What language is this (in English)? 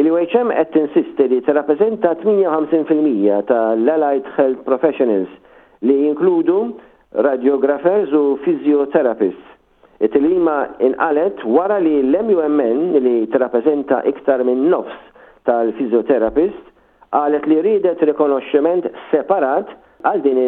Maltese